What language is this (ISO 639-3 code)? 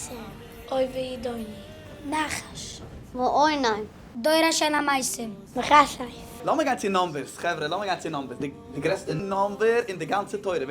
yid